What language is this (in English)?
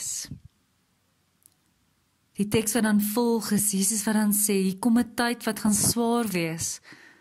Afrikaans